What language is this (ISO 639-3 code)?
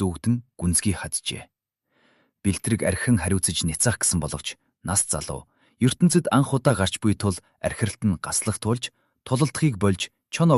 mon